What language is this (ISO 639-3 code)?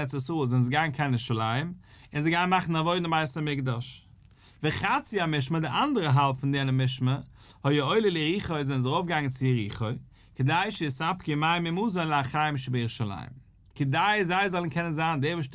yid